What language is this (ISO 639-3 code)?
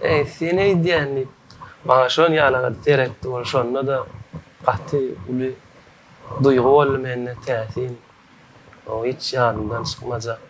tuk